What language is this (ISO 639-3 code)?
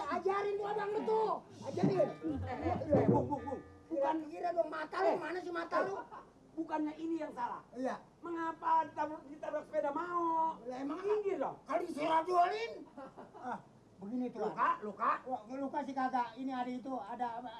bew